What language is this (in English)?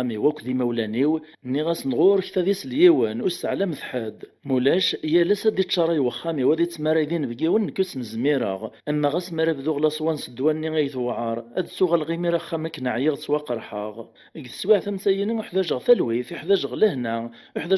Kabyle